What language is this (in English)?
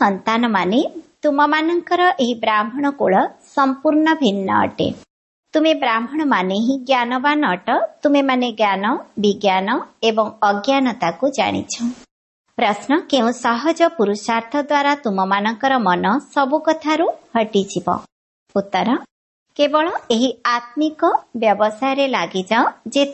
Odia